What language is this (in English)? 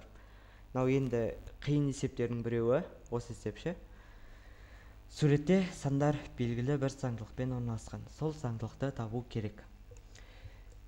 Kazakh